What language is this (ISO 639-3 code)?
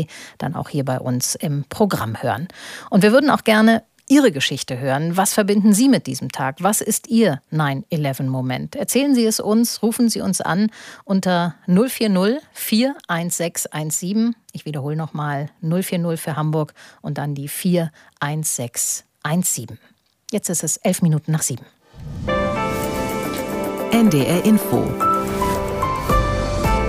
deu